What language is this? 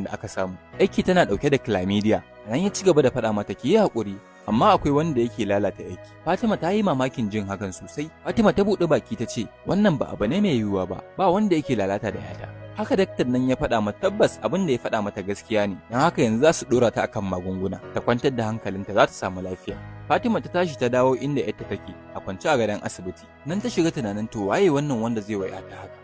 Hausa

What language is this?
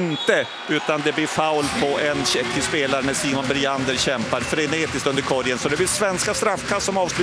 Swedish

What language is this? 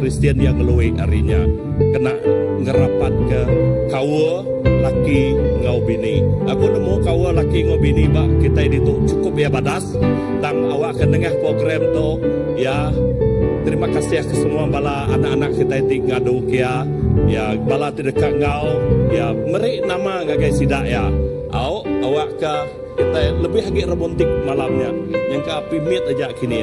Iban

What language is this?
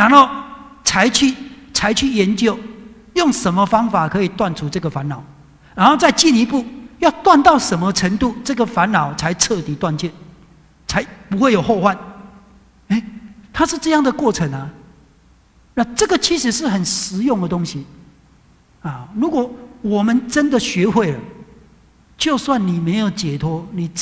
Chinese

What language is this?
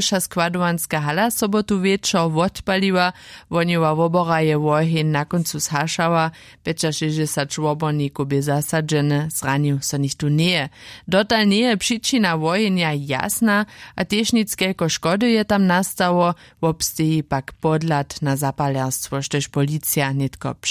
Upper Sorbian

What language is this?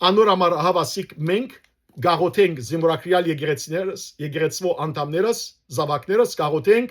Western Armenian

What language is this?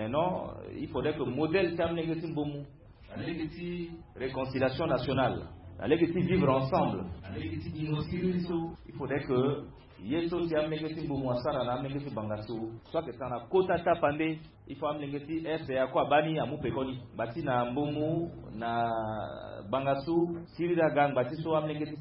Sango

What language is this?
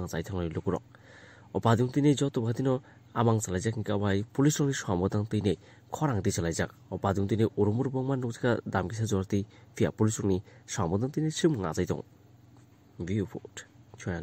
Kok Borok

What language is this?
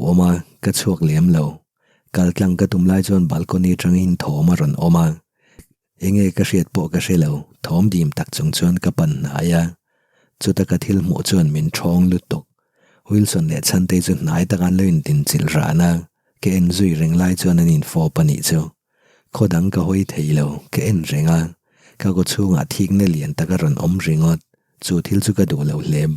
Mizo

